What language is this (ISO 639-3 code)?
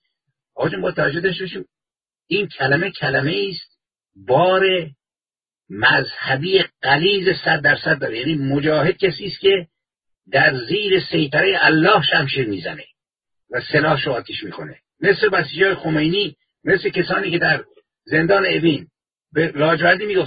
fas